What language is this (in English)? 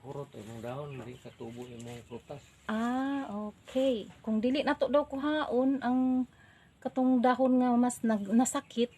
Cebuano